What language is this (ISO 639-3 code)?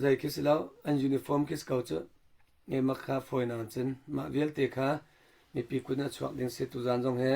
cnh